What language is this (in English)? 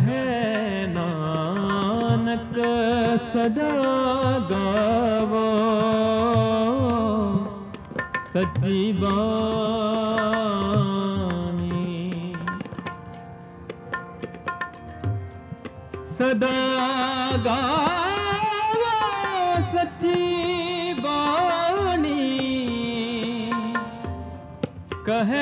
Punjabi